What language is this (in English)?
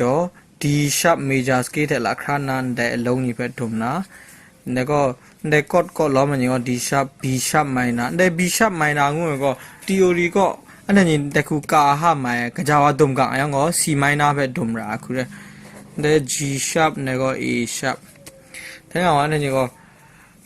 Kachin